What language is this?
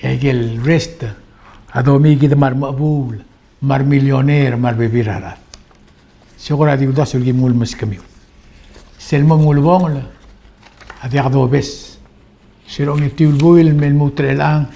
Palauan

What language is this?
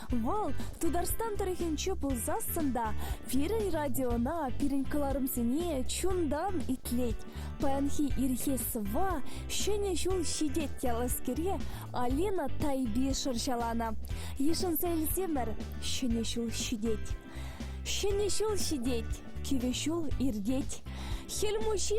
Chuvash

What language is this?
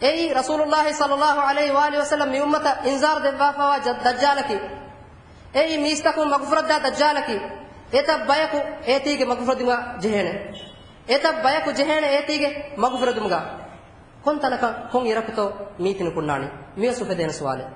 Divehi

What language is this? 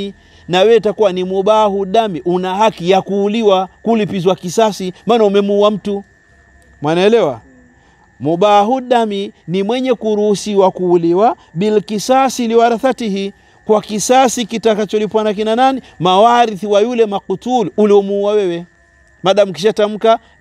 Swahili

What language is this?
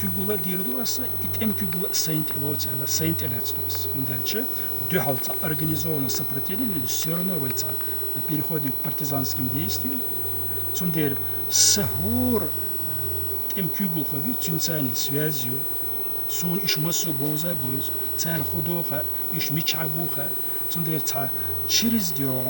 Chechen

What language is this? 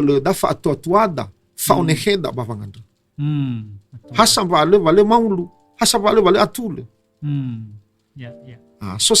Nias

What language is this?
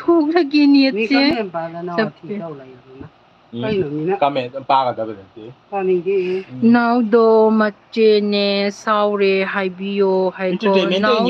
Manipuri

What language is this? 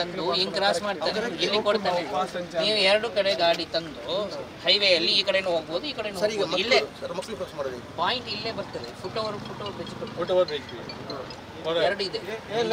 Kannada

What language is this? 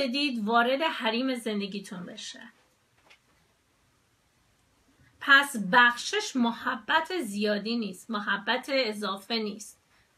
Persian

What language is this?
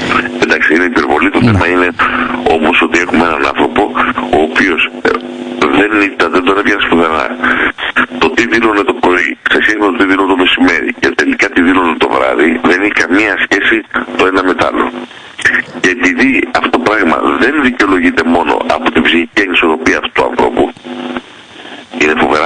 Greek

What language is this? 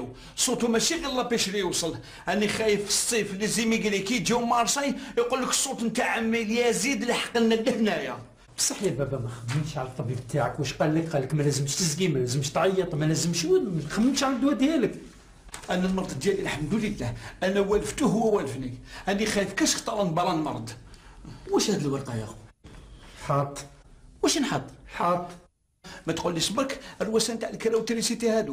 Algerian Arabic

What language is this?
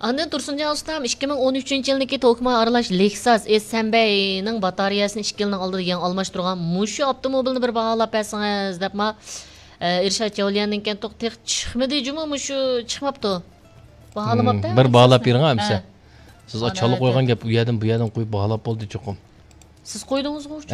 Uyghur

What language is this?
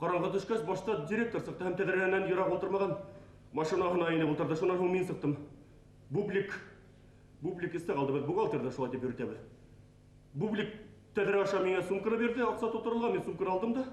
Bashkir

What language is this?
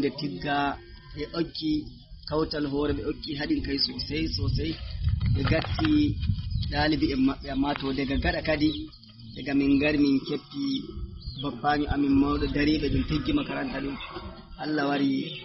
Fula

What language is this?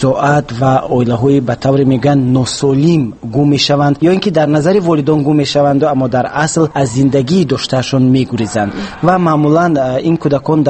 Tajik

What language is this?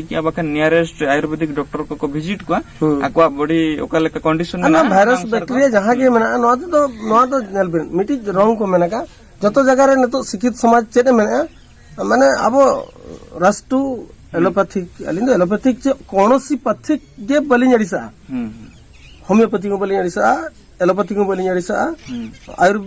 Santali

